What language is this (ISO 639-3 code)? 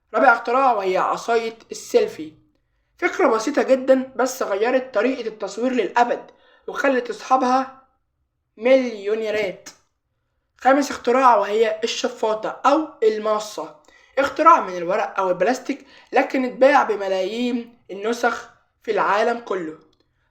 arz